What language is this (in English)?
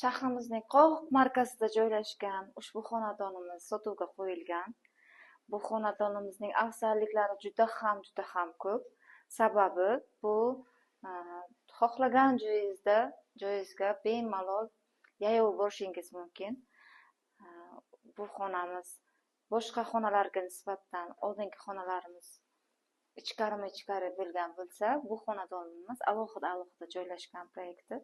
Uzbek